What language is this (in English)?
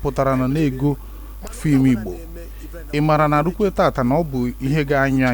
Igbo